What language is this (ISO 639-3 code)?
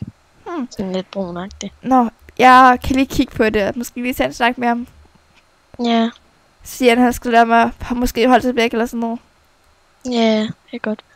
dan